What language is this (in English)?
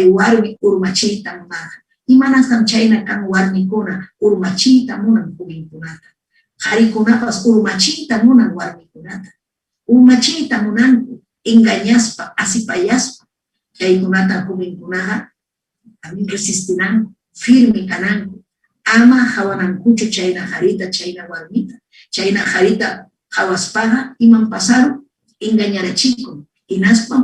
Ayacucho Quechua